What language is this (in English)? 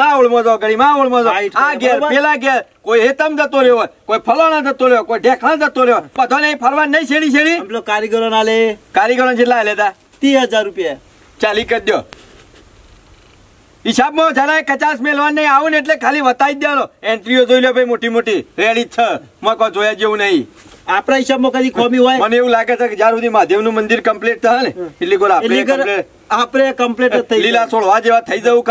Gujarati